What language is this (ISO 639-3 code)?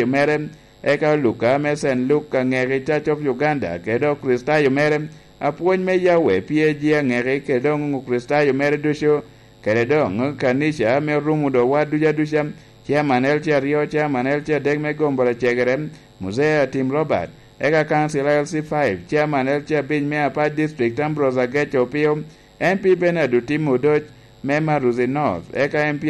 laj